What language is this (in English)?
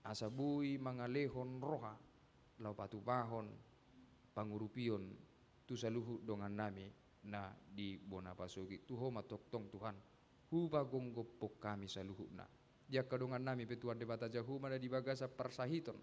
Batak Toba